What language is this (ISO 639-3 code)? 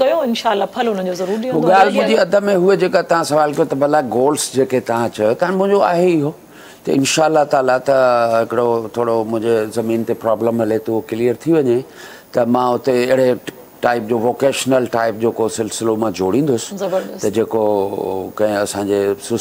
snd